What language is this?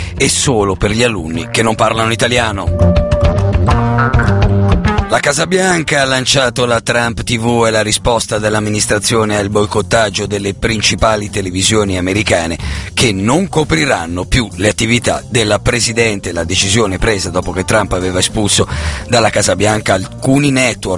Italian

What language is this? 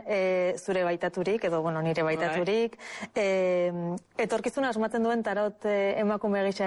Basque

